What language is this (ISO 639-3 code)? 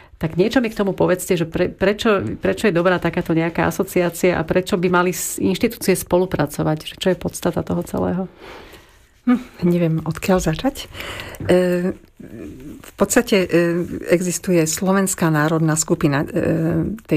slk